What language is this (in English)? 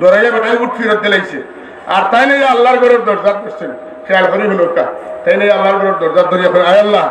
Sylheti